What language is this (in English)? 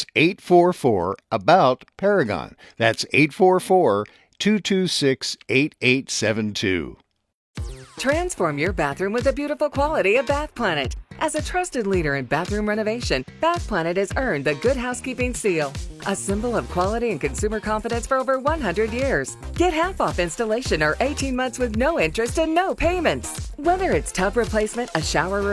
English